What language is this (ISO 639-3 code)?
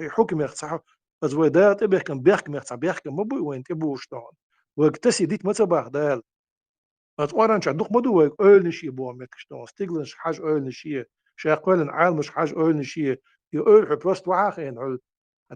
che